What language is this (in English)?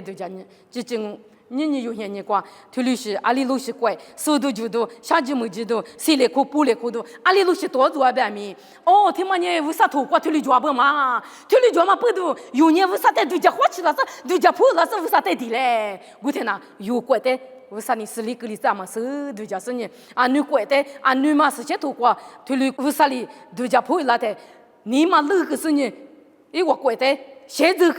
Lisu